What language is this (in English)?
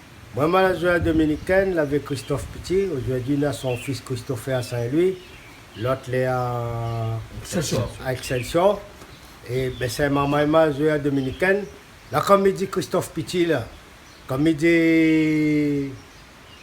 Réunion Creole French